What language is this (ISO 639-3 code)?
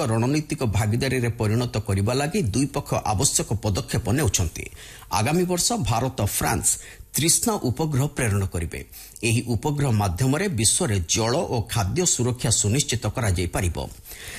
ori